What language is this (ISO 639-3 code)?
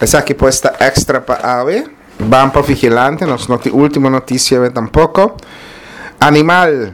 pap